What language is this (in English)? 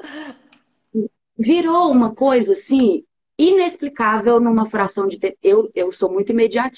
Portuguese